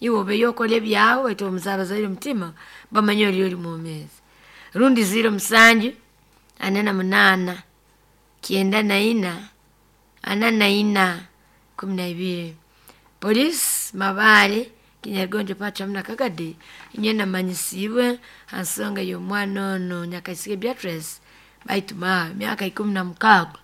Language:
Nyoro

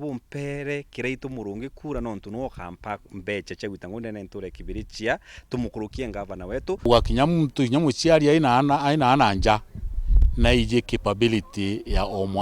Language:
Meru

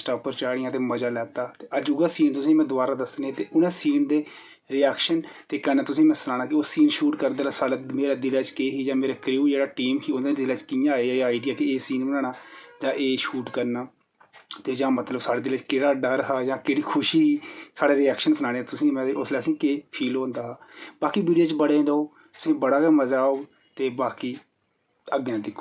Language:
Dogri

